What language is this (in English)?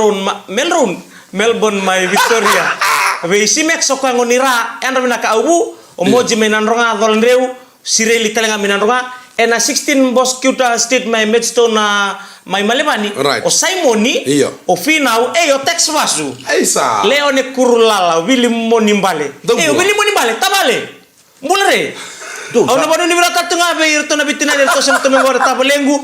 Fijian